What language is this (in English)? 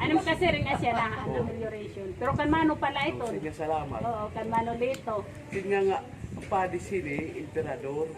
Waray